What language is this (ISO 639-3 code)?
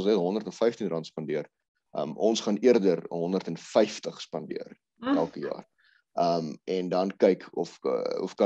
afr